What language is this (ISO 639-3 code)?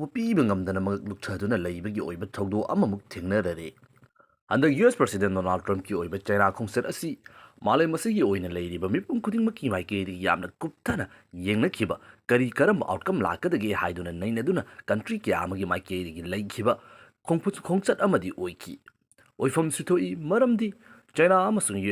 mni